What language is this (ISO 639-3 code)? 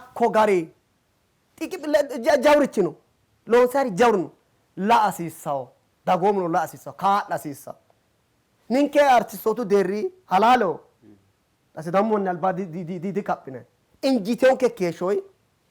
sid